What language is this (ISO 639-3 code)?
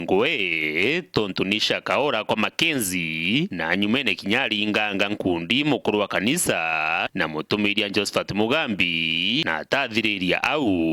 mer